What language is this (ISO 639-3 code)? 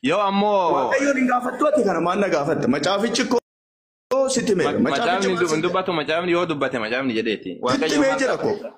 orm